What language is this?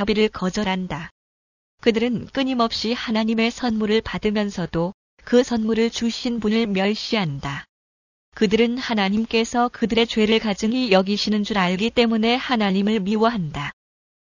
Korean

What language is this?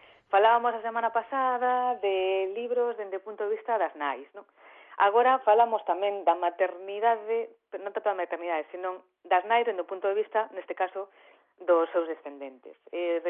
Galician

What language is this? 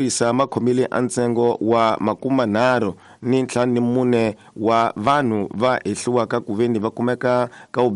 Tsonga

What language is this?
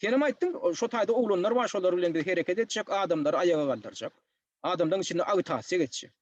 Turkmen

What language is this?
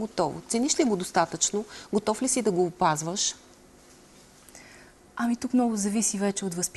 Bulgarian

